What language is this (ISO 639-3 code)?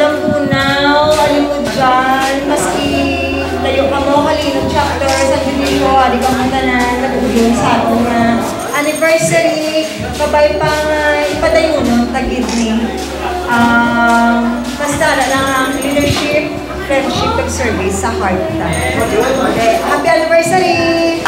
hil